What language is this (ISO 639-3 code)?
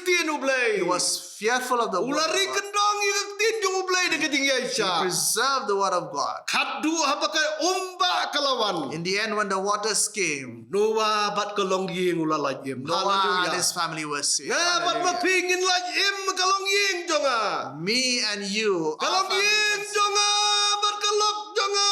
kha